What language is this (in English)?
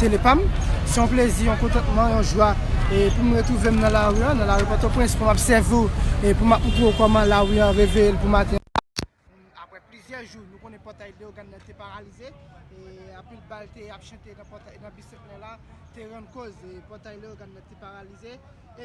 Haitian Creole